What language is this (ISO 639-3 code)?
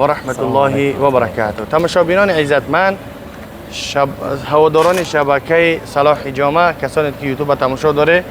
tgk